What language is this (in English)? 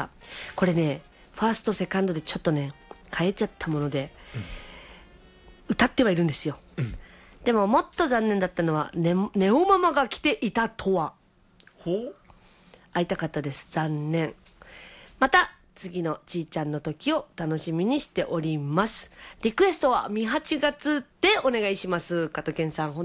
Japanese